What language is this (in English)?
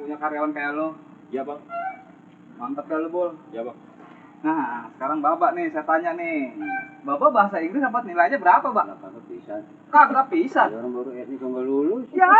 Betawi